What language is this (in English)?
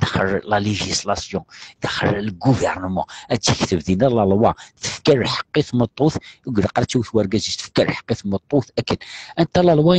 Kabyle